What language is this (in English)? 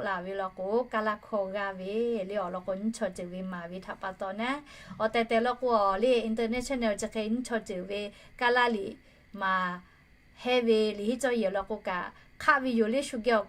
Lahu